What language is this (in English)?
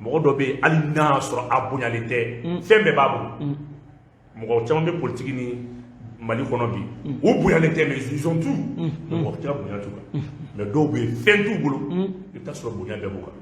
Bambara